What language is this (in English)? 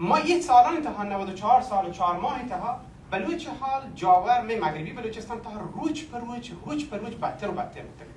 Baluchi